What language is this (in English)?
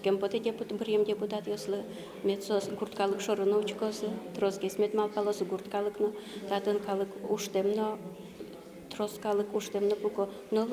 Udmurt